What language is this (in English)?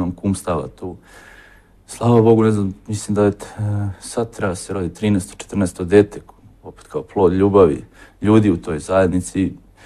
Serbian